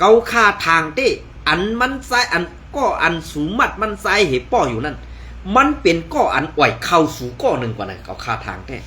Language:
Shan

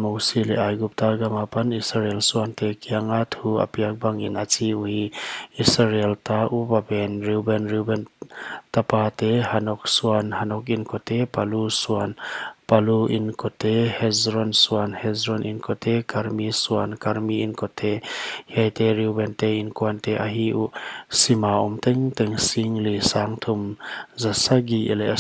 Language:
Paite Chin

